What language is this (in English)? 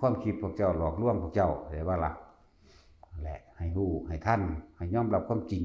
Northeastern Thai